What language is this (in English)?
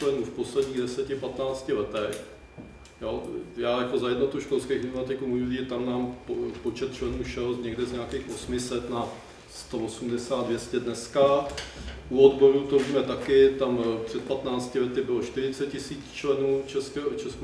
Czech